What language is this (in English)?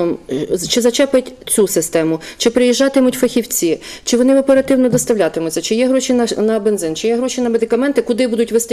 Ukrainian